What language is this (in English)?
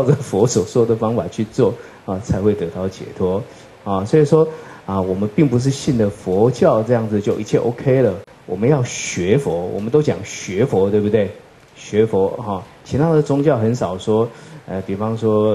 Chinese